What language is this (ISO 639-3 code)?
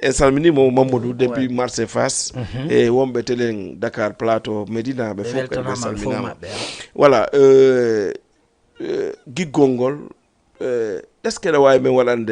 ful